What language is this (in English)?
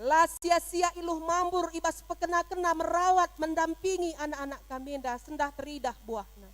Batak Karo